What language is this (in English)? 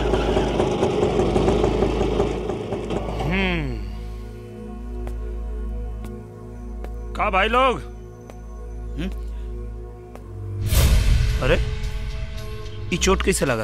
Bhojpuri